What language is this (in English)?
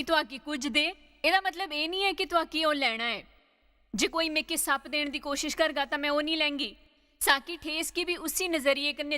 Dogri